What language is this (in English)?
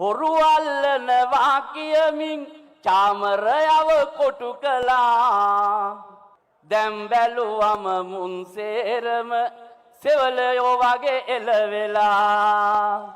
Sinhala